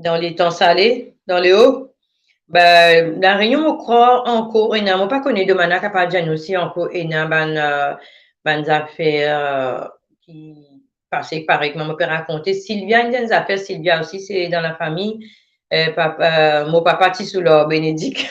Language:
Morisyen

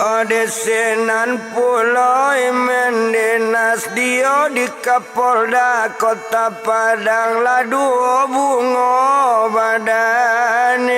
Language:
Minangkabau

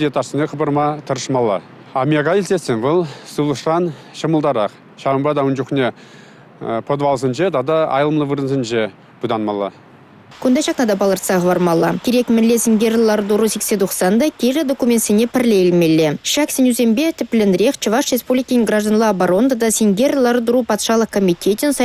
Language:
Chuvash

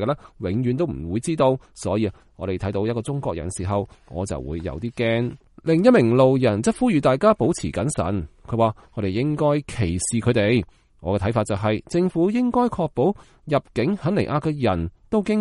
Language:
Cantonese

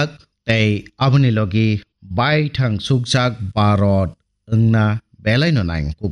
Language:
Kok Borok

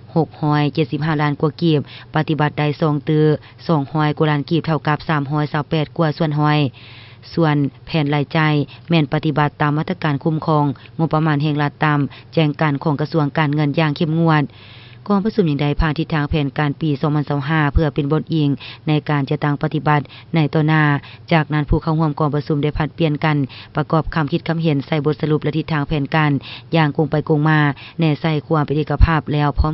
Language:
Lao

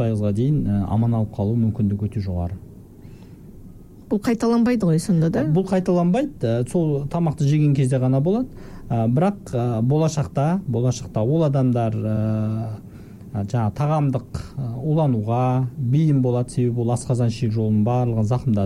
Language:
Kazakh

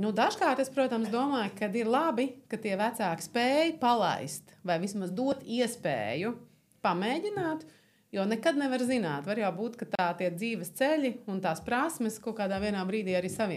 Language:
Latvian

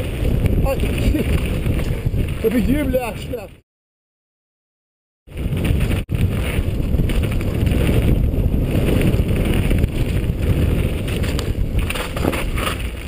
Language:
Swedish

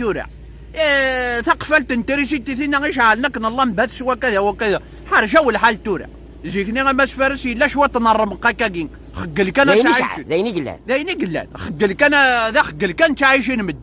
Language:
Kabyle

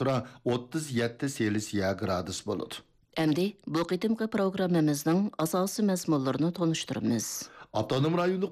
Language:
Uyghur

